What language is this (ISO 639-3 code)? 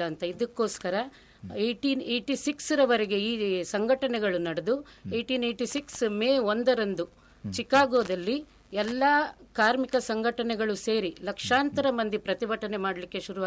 kan